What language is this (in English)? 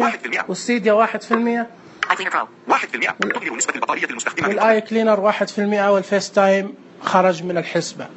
Najdi Arabic